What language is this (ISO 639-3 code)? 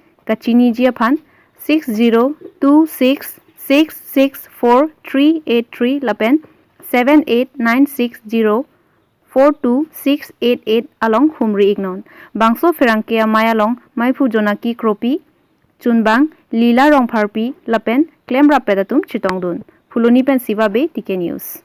mjw